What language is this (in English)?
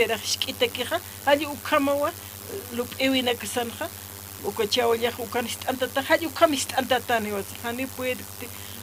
Aymara